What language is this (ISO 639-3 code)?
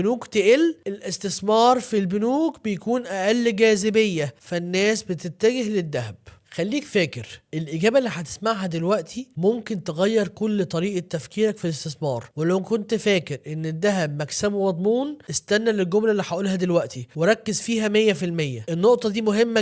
arz